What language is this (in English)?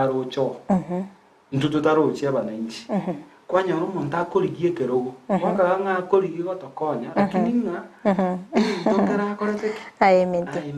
Gusii